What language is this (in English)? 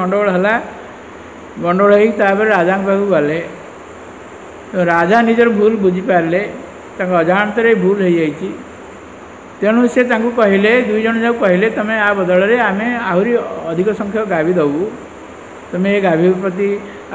Odia